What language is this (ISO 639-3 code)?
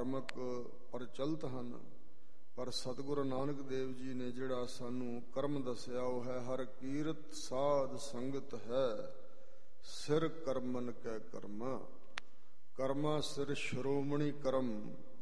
pan